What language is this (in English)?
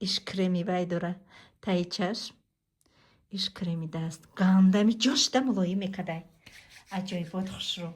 Tajik